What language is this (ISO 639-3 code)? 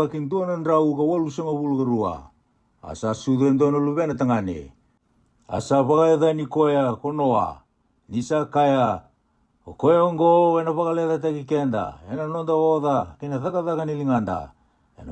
fij